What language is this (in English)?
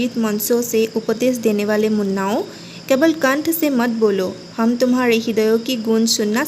Assamese